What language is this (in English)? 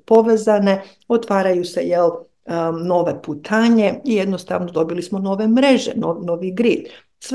Serbian